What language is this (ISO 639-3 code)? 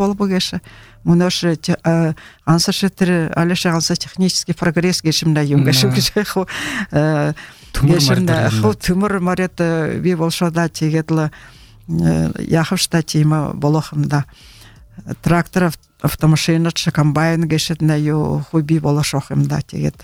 bua